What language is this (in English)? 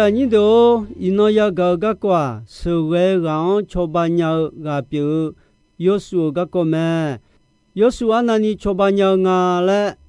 Akha